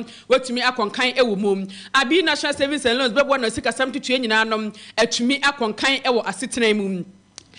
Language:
Akan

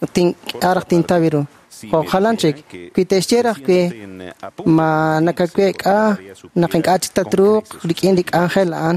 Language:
Kekchí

